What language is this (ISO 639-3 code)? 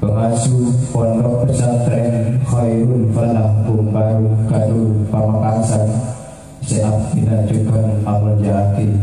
mad